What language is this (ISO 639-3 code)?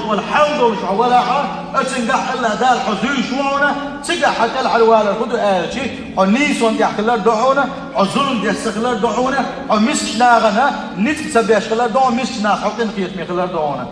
che